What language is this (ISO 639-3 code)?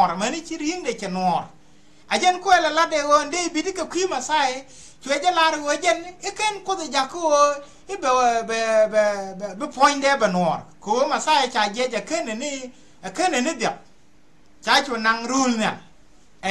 nus